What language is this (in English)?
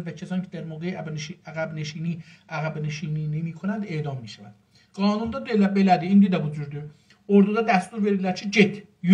South Azerbaijani